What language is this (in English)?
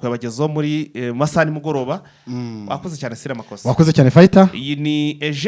Kinyarwanda